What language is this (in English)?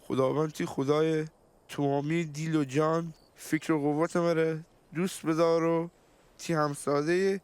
Gilaki